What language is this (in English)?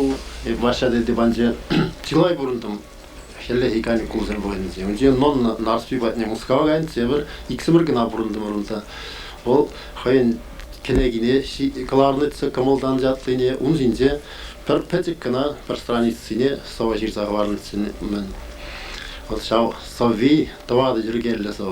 Chuvash